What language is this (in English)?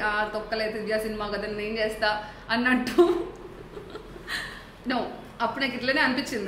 Telugu